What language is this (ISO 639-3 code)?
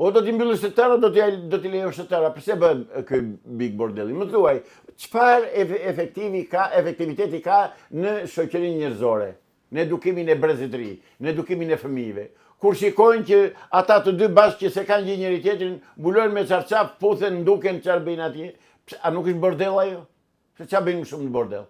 sqi